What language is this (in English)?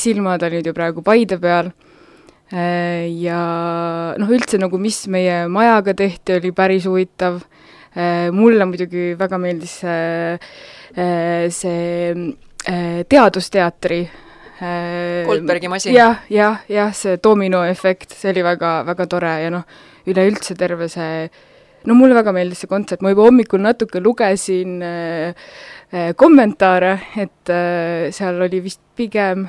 Estonian